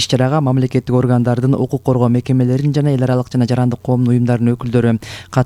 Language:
Kyrgyz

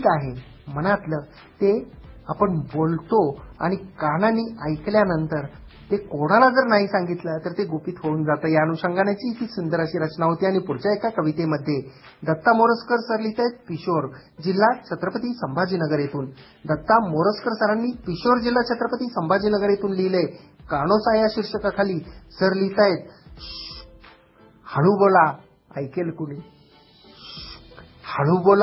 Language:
Marathi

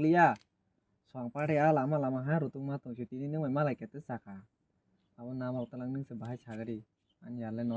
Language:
Kok Borok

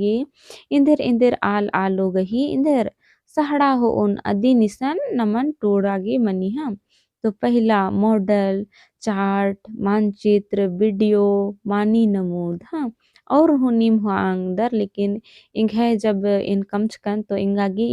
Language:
Kurukh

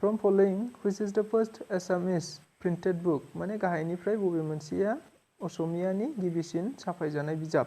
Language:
Bodo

